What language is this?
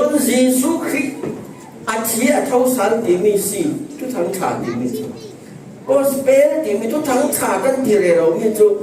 Falam Chin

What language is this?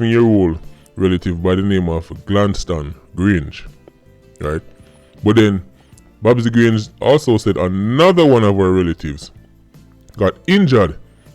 Jamaican Creole English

